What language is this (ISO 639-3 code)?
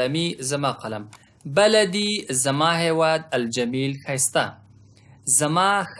pus